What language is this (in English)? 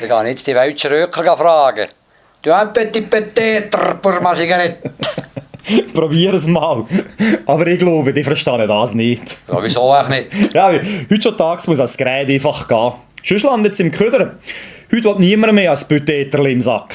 Swiss German